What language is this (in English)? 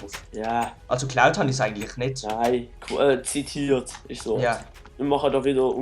Swiss German